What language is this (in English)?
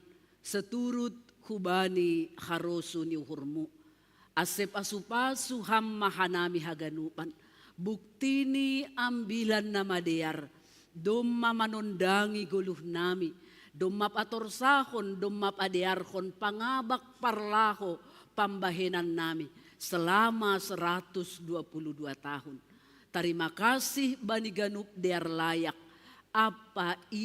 Batak Simalungun